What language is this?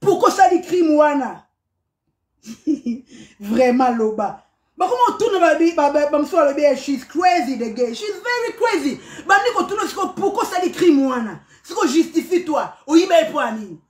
Lingala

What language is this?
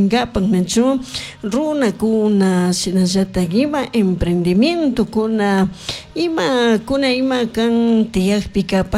Chimborazo Highland Quichua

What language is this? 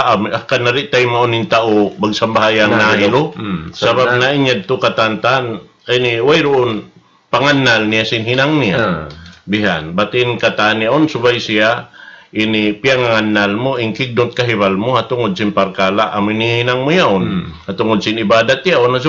Tausug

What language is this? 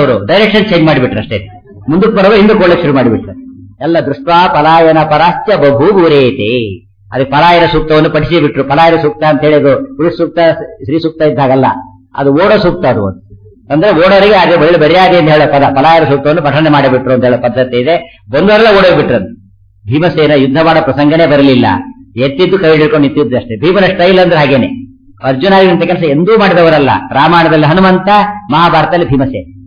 Kannada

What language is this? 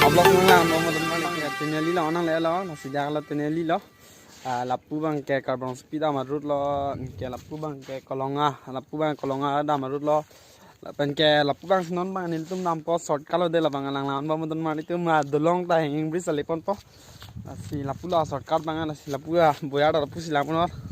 Karbi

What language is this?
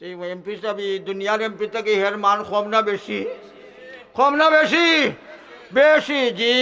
Sylheti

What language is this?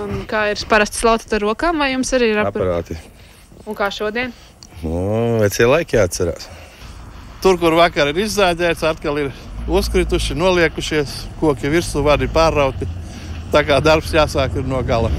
Latvian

